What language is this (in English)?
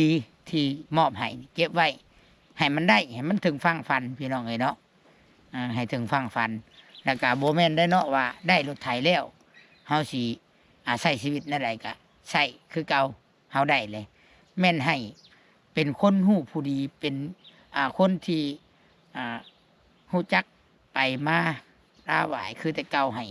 Lao